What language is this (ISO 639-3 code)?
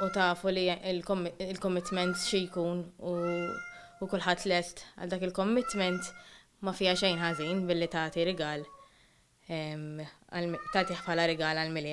mlt